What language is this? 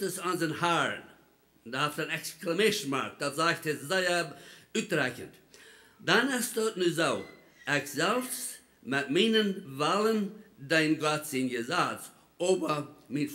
Plautdietsch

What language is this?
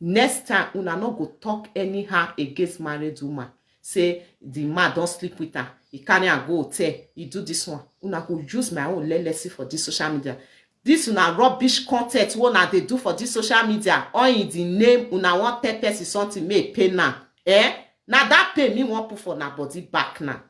Nigerian Pidgin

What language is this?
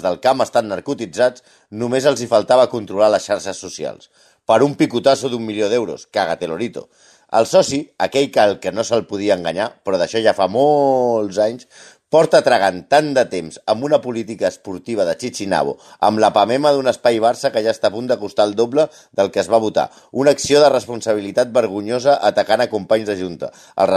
Catalan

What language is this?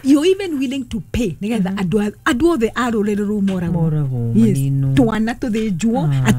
Kikuyu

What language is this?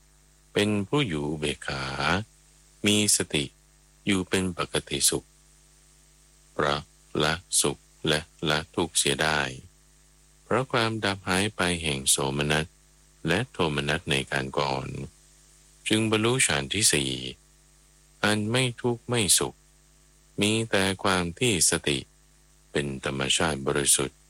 Thai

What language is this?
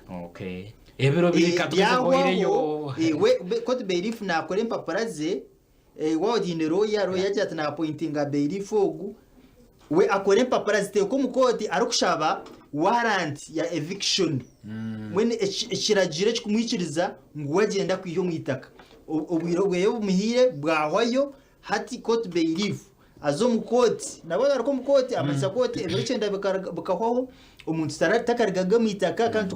Nyankole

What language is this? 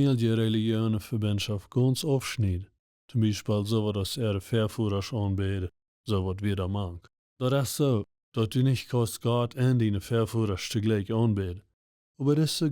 Plautdietsch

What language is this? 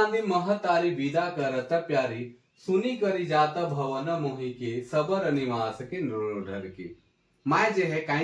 Sadri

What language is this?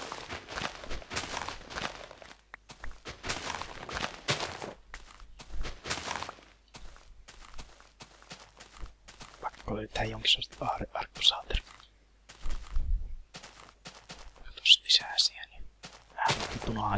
Finnish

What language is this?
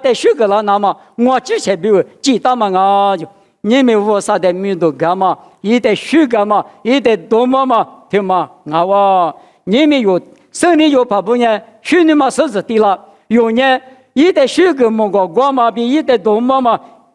Lisu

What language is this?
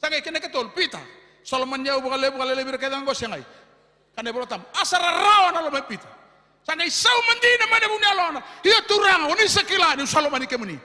Fijian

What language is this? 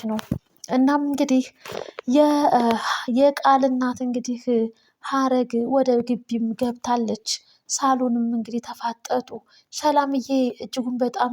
Amharic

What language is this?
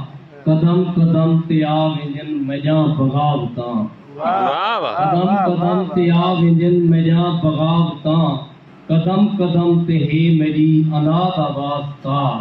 Saraiki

